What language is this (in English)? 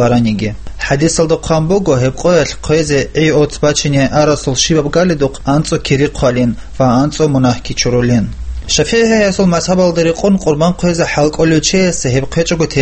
Avaric